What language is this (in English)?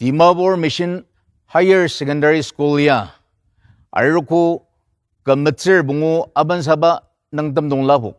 Ao Naga